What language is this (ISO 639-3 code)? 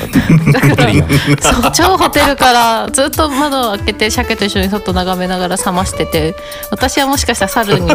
jpn